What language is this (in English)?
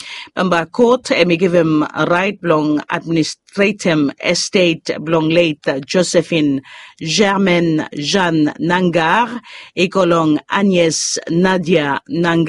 Bislama